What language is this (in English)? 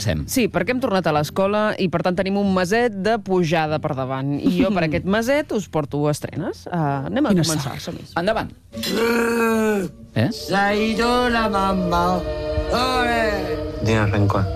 Catalan